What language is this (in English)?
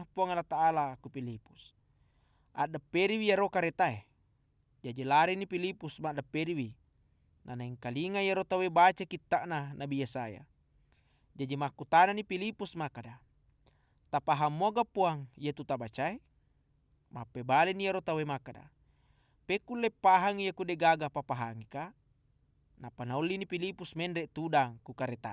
Buginese